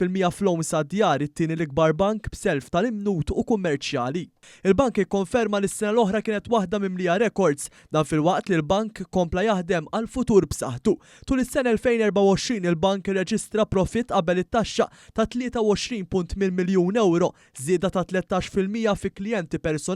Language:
Maltese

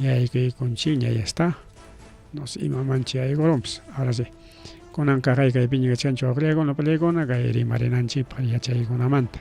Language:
Ayacucho Quechua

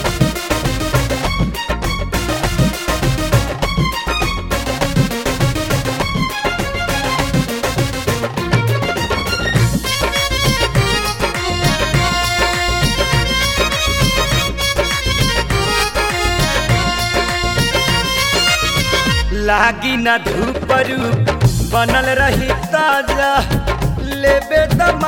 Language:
Bhojpuri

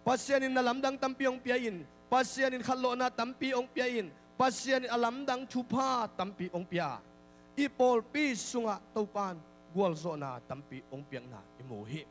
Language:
Tedim Chin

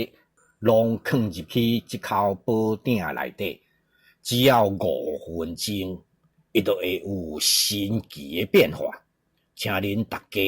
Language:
Min Nan Chinese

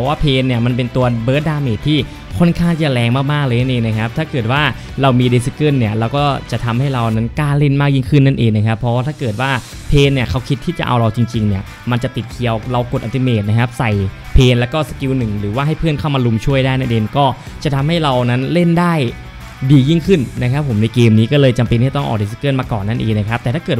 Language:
Thai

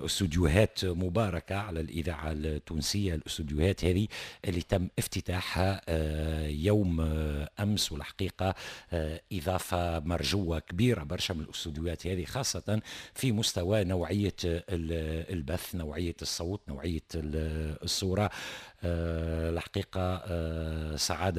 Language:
Tunisian Arabic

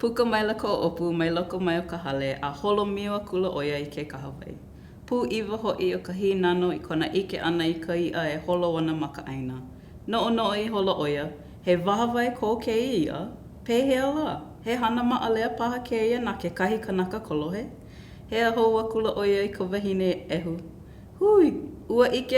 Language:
Hawaiian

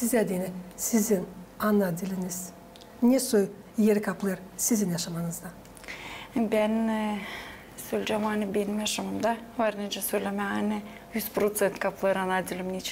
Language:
Gagauz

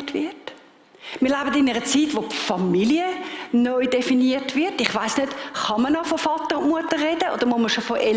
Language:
Swiss German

